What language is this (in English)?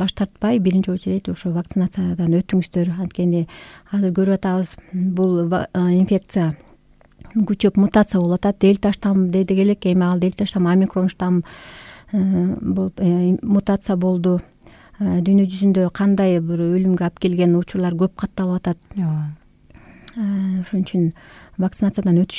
Kyrgyz